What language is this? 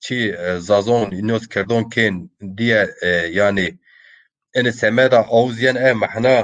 Zaza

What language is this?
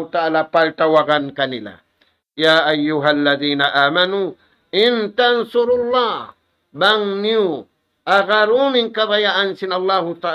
Tausug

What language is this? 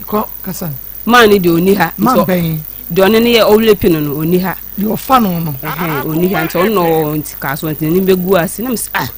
Akan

